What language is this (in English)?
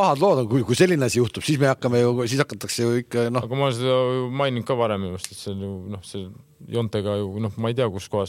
Estonian